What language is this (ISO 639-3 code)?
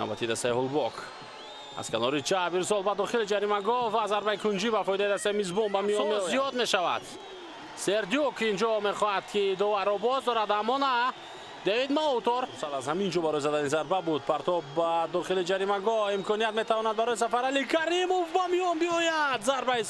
tgk